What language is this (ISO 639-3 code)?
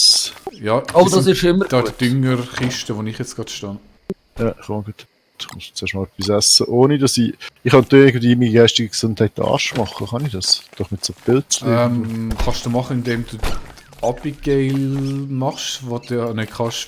gsw